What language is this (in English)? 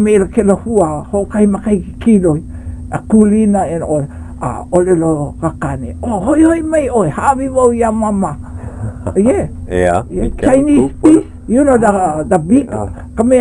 Hawaiian